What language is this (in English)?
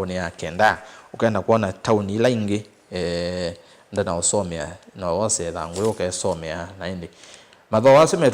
Kamba